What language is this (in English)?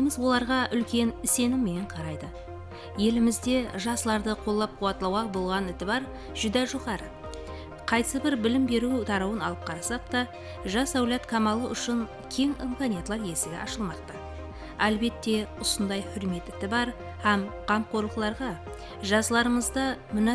Kara-Kalpak